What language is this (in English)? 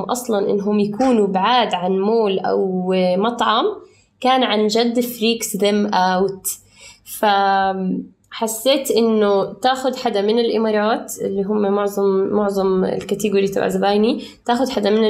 North Levantine Arabic